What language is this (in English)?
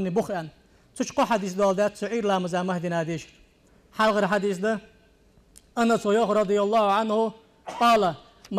Ingush